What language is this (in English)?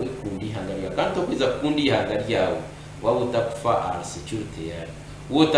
Nyankole